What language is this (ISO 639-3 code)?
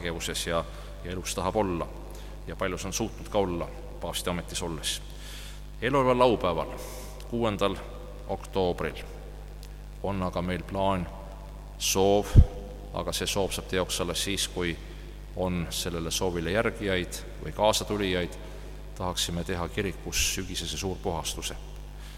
est